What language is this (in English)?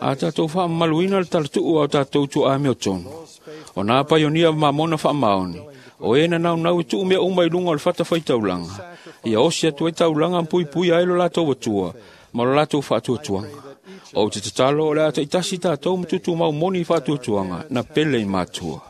Samoan